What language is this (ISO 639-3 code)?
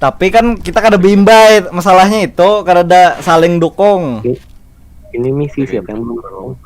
bjn